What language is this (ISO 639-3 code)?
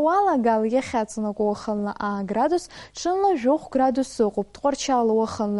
abk